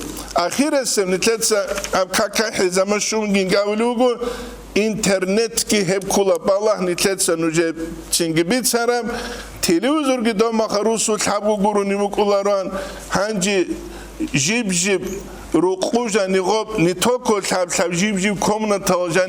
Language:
Avaric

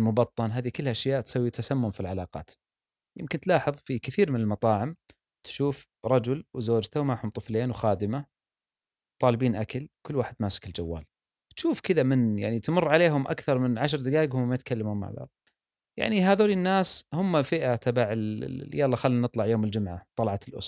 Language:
Gulf Arabic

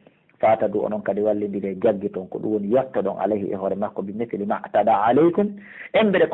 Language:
Pular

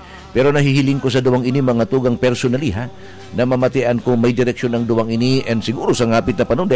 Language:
Bikol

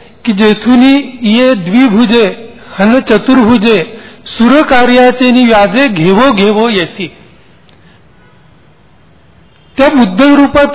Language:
Marathi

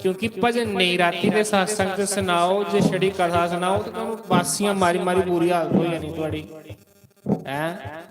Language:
Dogri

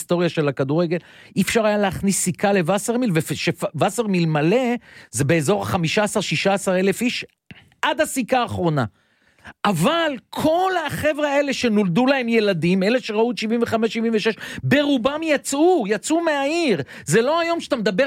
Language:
Hebrew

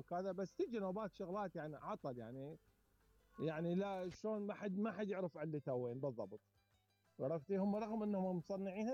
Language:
Mesopotamian Arabic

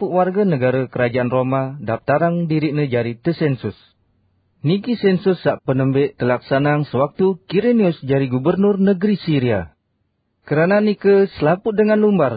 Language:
Sasak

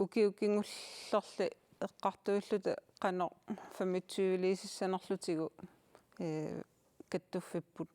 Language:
Kalaallisut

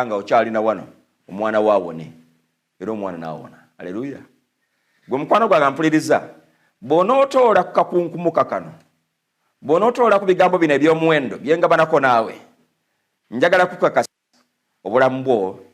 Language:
Ganda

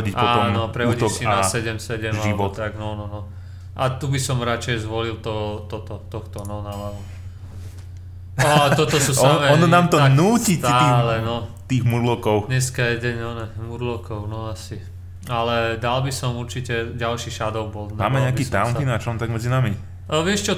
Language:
Slovak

